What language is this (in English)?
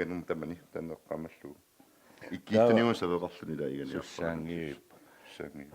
Kalaallisut